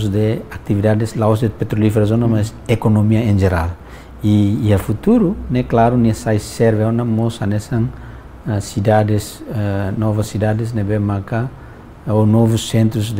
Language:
Tetum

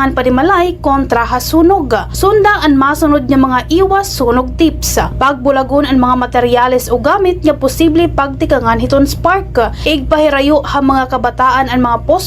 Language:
Waray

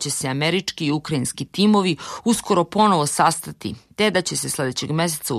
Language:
Croatian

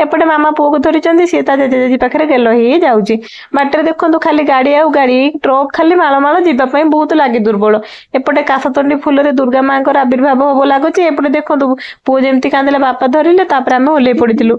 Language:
Odia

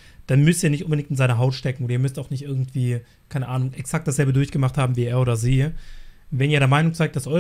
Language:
German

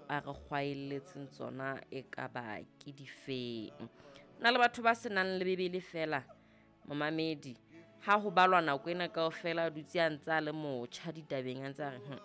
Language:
Southern Sotho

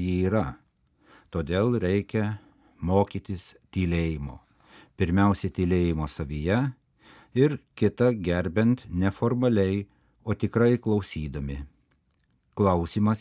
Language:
Lithuanian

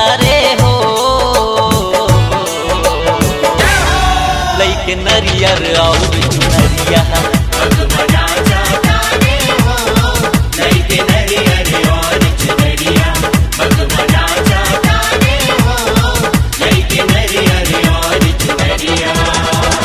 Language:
Bhojpuri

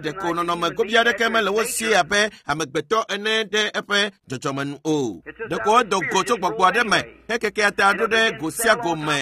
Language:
Ewe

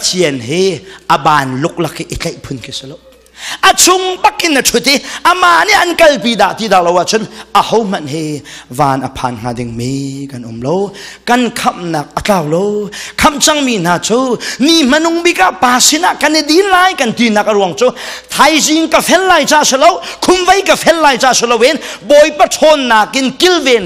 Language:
Hakha Chin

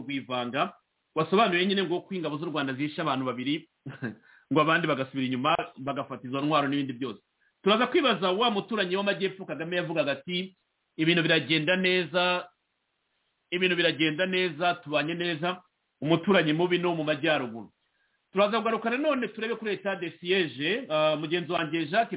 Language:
Kinyarwanda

